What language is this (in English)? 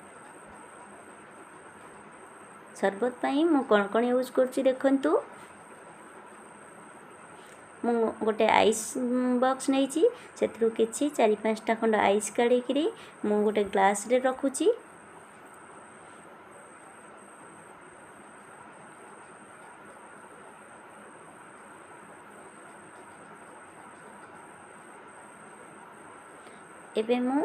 Odia